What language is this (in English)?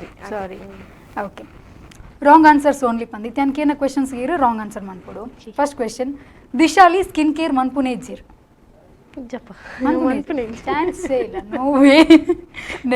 Tulu